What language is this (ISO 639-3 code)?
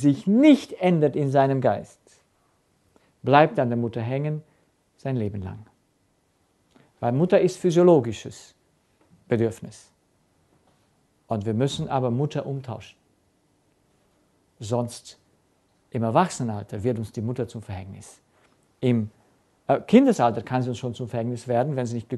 deu